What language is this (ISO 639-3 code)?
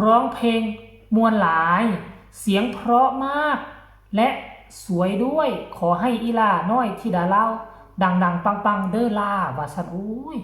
tts